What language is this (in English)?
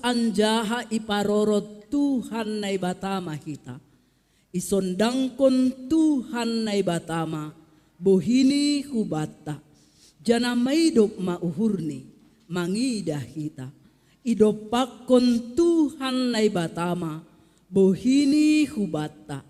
Batak Simalungun